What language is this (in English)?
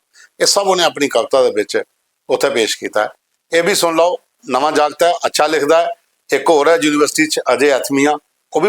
Dogri